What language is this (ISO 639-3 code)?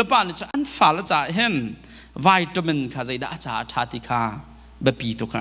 cnh